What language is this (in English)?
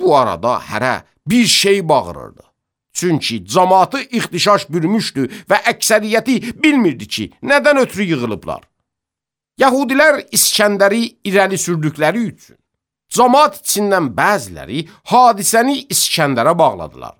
Azerbaijani